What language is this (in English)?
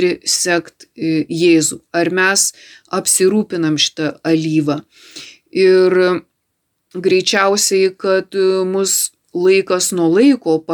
Lithuanian